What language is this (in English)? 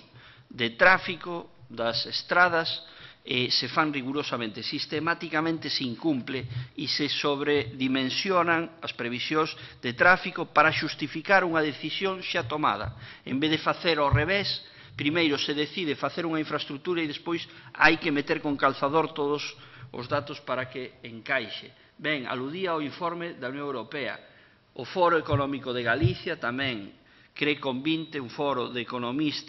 Galician